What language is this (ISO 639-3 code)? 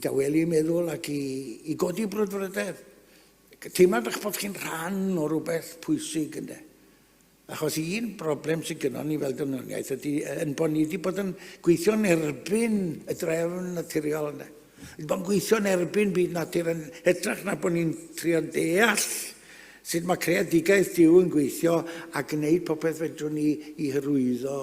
cym